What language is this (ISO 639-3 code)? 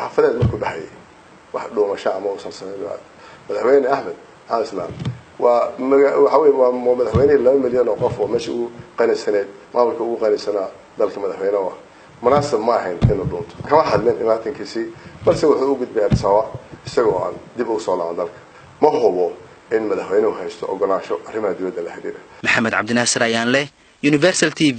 som